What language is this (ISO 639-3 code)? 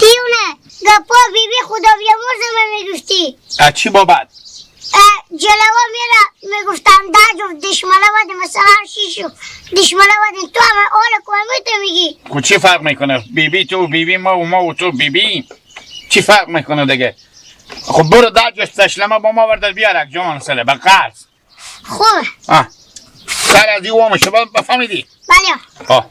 haz